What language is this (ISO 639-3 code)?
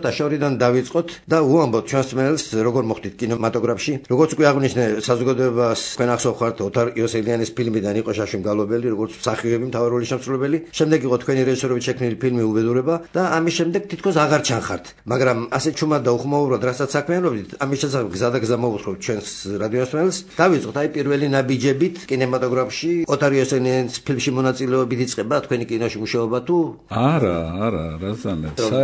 kat